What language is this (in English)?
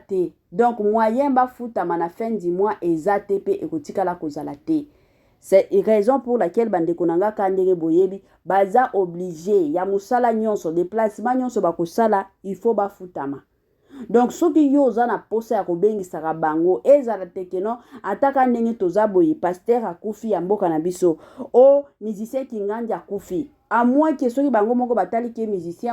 Lingala